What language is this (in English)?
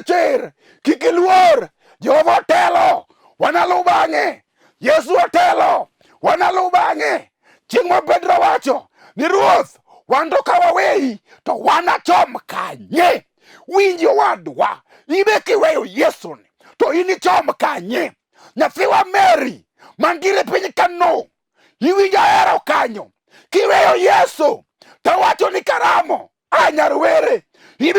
Luo (Kenya and Tanzania)